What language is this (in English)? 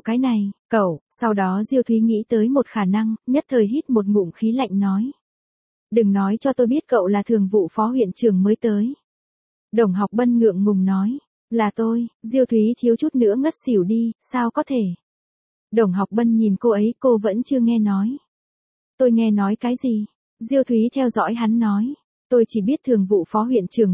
Vietnamese